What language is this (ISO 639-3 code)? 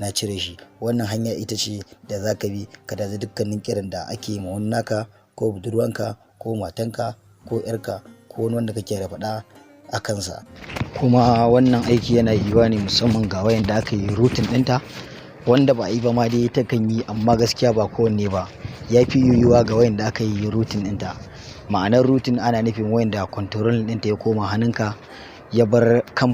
hau